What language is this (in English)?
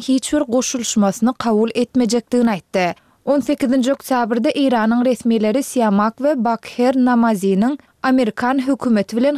Turkmen